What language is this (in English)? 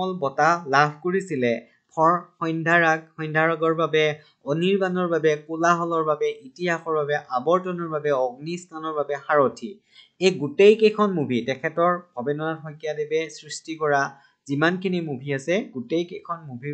Assamese